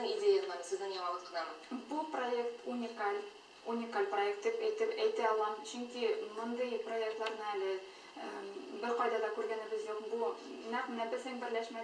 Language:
Tatar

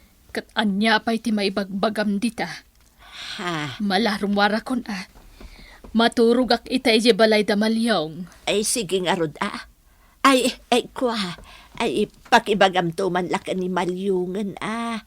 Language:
Iloko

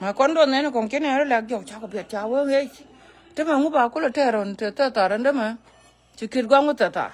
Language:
Nuer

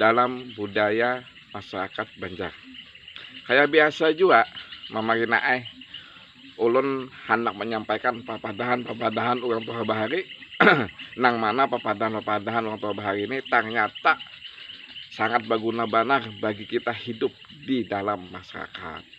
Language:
Banjar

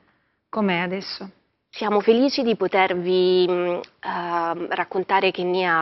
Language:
Italian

